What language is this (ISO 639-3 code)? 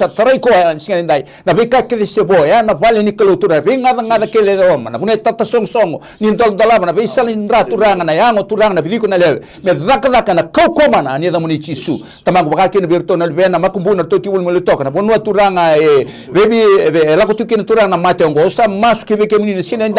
fij